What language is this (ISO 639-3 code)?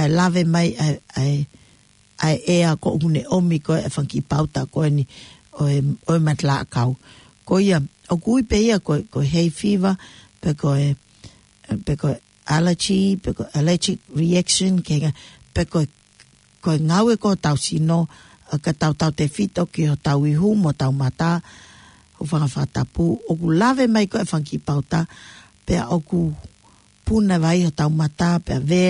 ton